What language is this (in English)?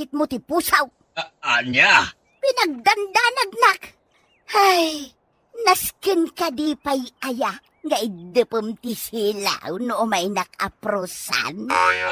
Iloko